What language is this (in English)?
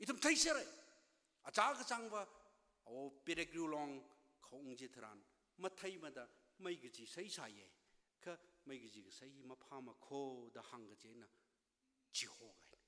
Tangkhul Naga (India)